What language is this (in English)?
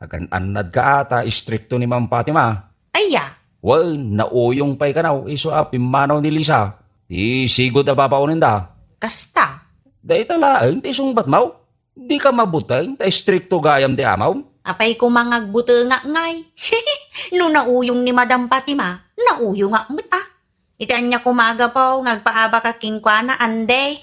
Iloko